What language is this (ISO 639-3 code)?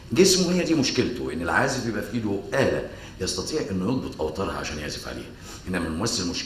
arz